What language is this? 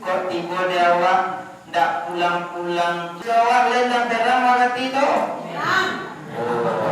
Minangkabau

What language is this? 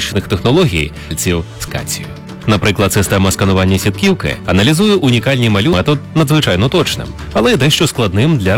Ukrainian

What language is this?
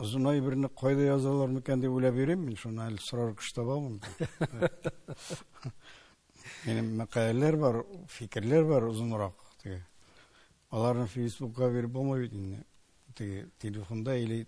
Tatar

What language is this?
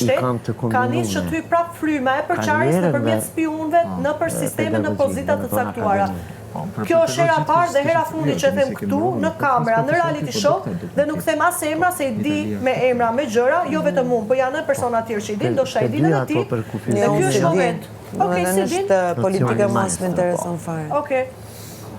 Albanian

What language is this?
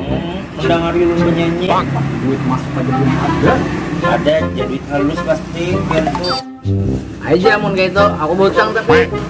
Banjar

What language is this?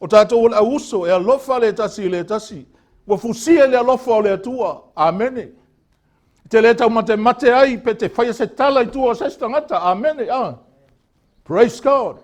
Samoan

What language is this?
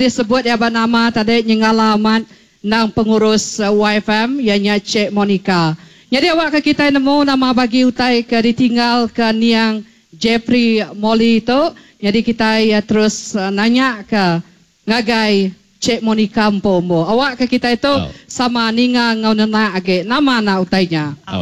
Iban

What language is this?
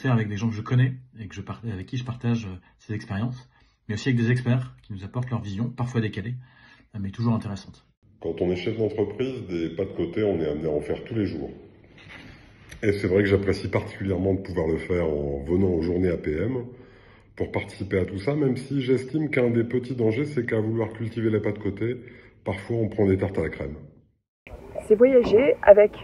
French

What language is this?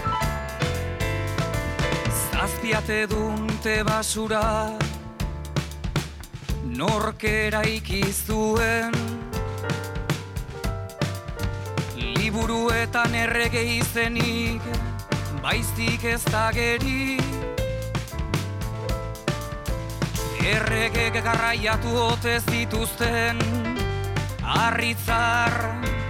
Basque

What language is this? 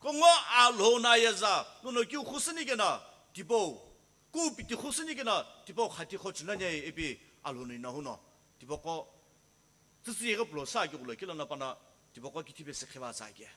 Sumi Naga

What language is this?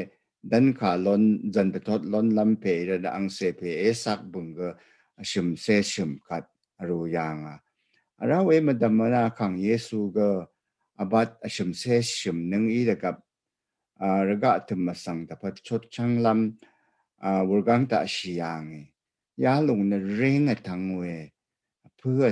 Rawang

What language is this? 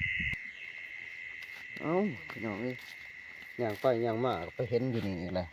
Northeastern Thai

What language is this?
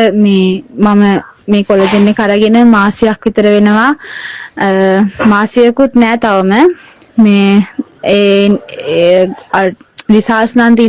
Sinhala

